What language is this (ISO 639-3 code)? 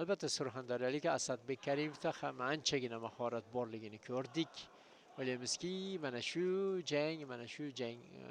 uzb